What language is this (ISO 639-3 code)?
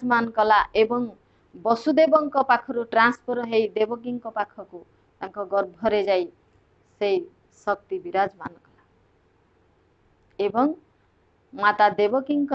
ori